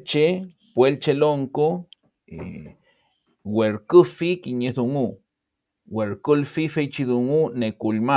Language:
Mapuche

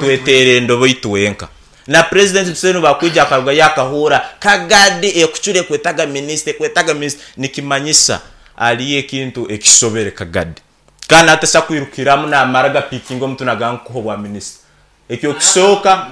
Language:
Nyankole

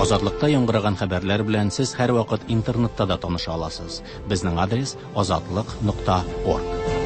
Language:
Tatar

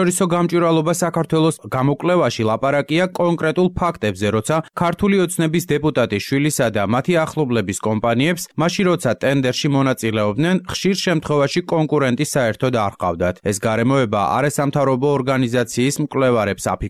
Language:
Georgian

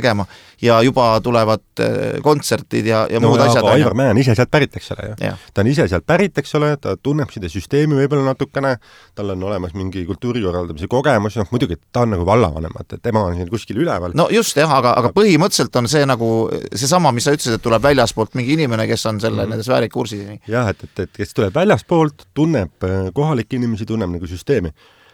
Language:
Estonian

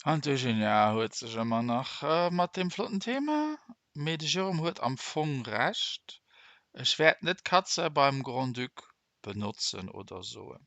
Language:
Luxembourgish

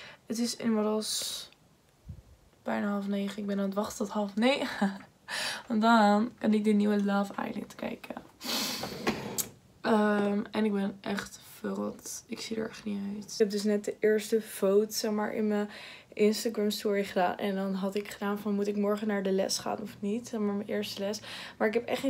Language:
Dutch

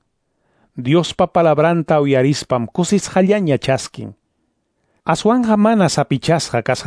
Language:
Ayacucho Quechua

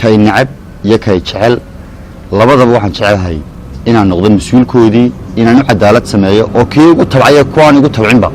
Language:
Somali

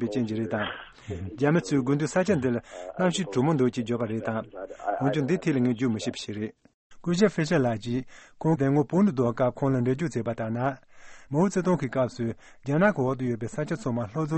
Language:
Tibetan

